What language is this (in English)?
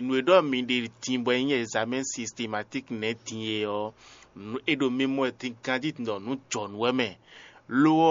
Fon